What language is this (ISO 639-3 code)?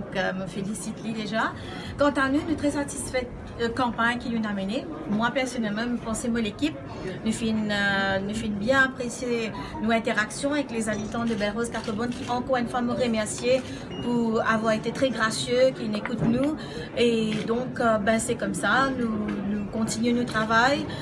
mfe